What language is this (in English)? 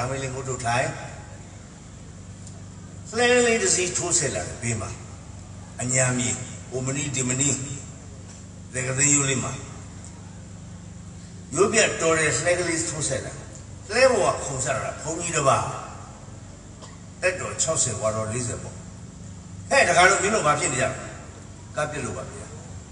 Burmese